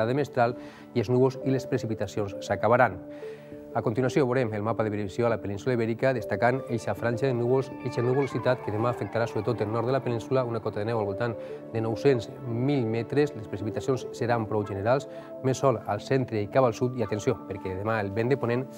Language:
Catalan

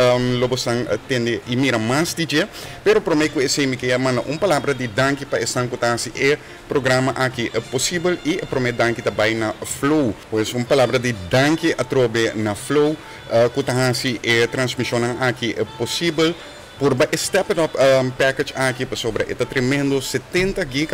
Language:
Papiamento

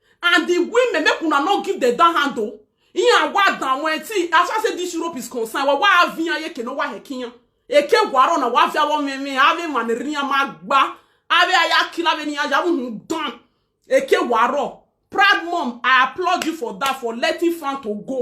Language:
Nigerian Pidgin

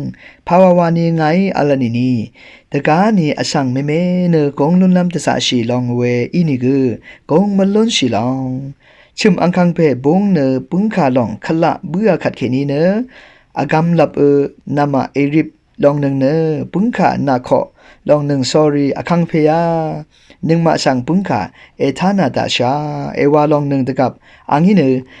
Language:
Rawang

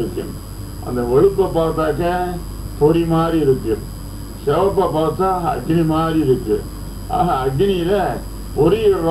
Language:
Tamil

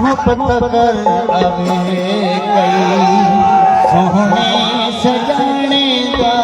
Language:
Saraiki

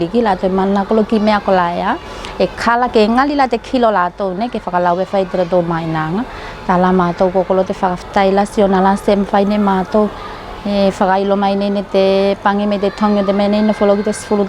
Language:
Tuvalu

